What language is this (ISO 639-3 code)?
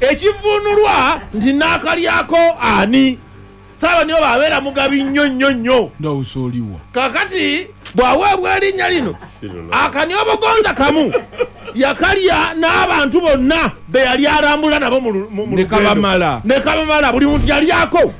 lug